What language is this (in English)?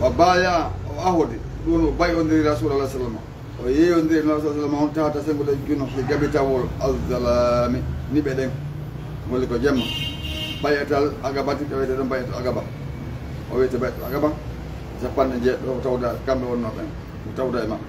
Fula